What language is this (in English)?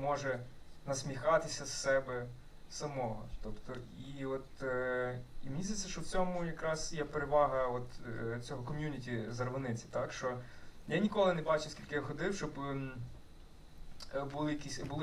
Ukrainian